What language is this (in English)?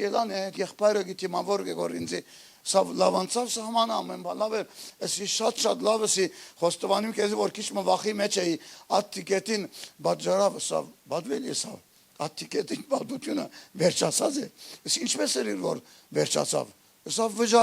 Western Armenian